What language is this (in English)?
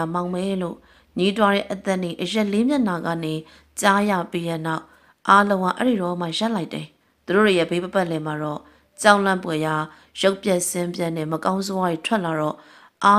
Burmese